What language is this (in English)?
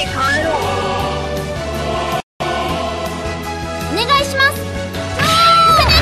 Japanese